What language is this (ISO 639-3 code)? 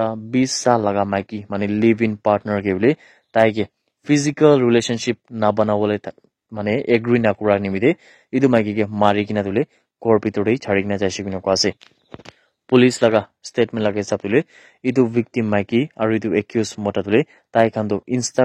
nag